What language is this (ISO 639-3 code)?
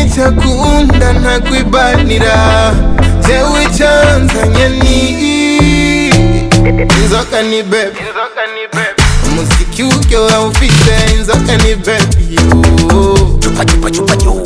kin